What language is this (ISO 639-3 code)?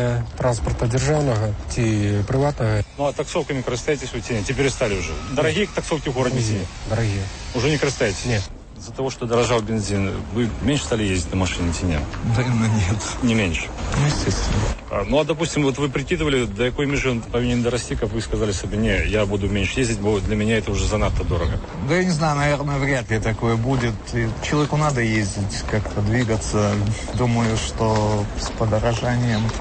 bel